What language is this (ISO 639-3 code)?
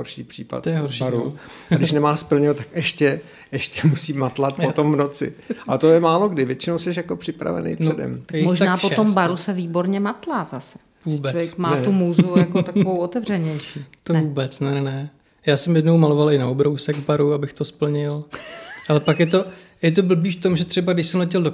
ces